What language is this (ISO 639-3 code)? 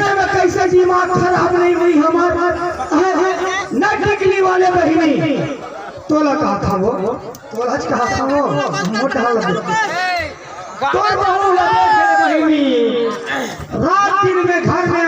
hne